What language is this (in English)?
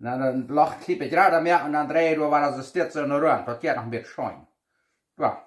Plautdietsch